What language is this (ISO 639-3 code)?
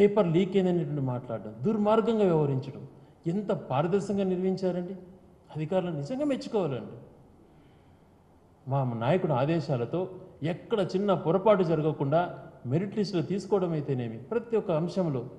tel